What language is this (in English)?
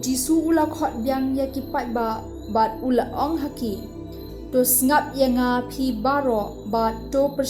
Khasi